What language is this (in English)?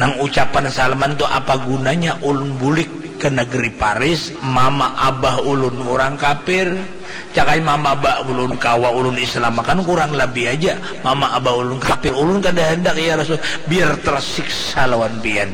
Banjar